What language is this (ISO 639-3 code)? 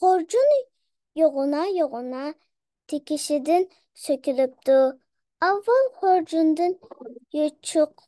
uig